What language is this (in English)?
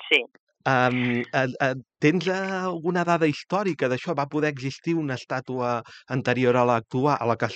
Catalan